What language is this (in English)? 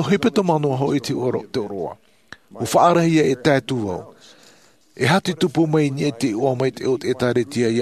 Tahitian